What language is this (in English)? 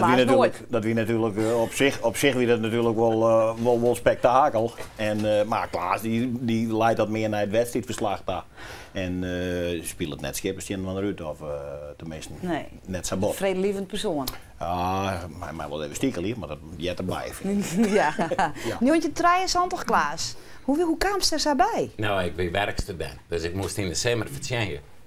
Western Frisian